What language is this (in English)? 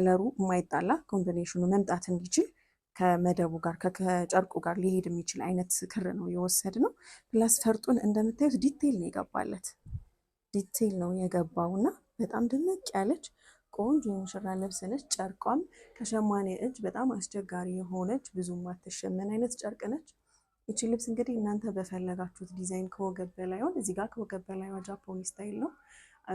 Amharic